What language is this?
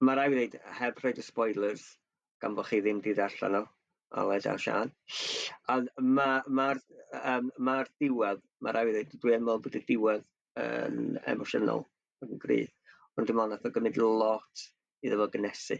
Welsh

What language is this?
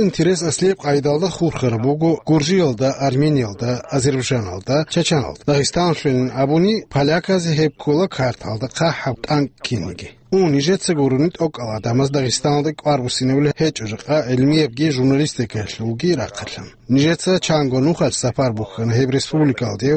Avaric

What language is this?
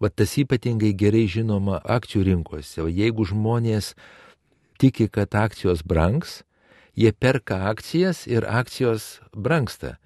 Lithuanian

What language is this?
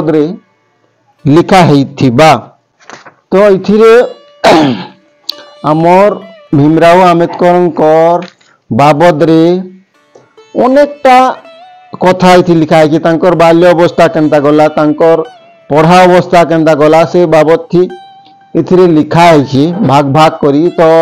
Odia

